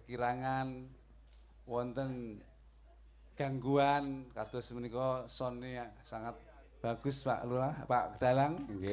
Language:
Javanese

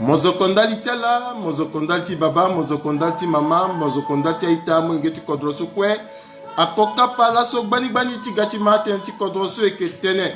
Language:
Sango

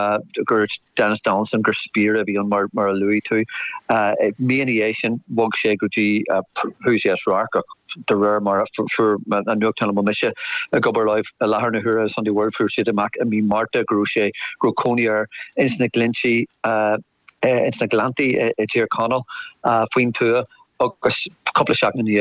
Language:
Irish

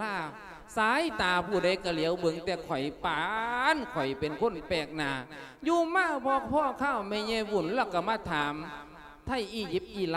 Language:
Lao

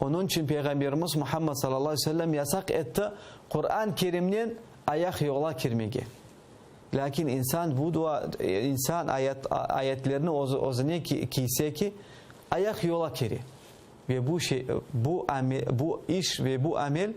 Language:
Crimean Tatar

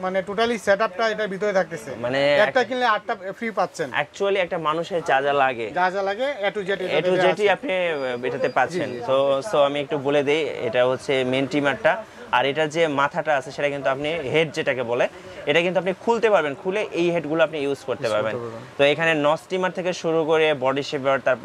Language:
Bangla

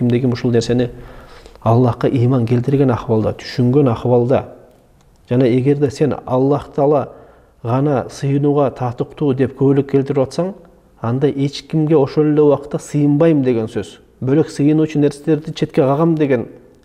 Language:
Kyrgyz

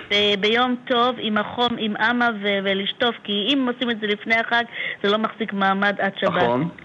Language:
Hebrew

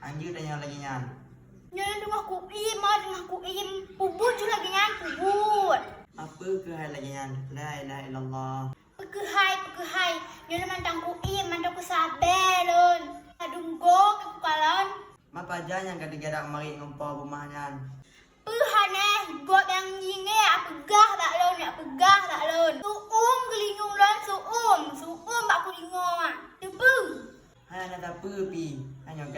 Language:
Achinese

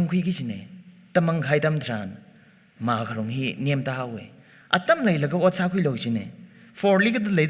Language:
Tangkhul Naga (India)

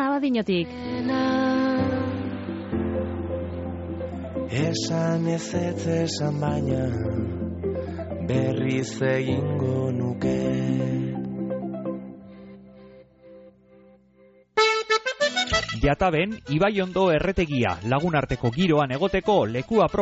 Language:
Basque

